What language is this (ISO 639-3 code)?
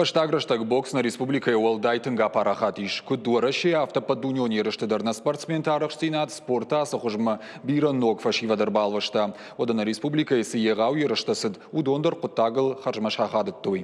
oss